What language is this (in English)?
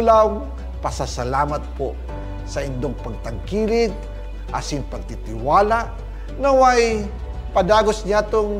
Bikol